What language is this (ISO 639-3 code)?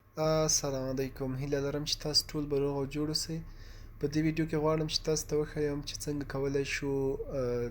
pus